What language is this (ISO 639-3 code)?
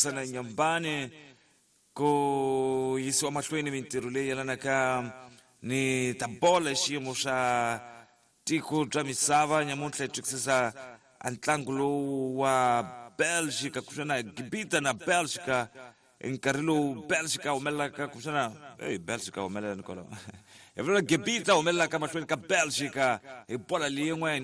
tso